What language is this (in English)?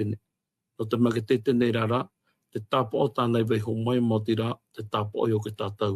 Tahitian